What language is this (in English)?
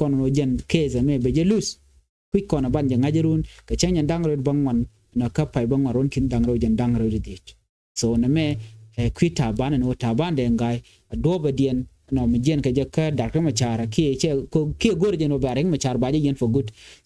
Nuer